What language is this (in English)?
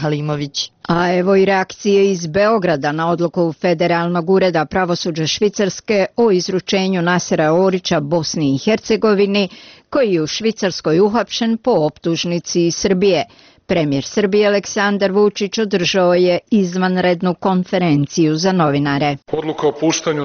Bosnian